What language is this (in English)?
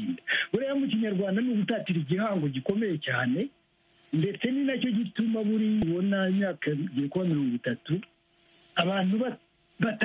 Kinyarwanda